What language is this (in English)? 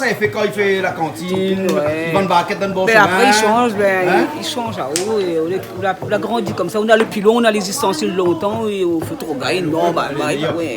Réunion Creole French